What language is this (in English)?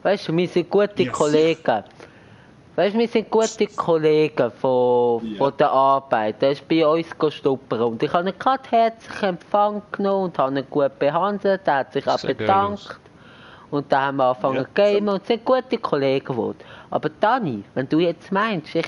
Swiss German